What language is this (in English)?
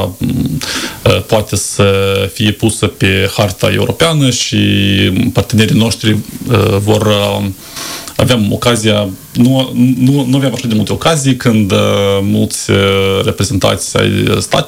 Romanian